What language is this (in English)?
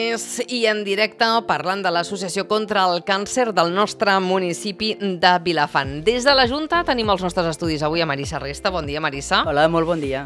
Catalan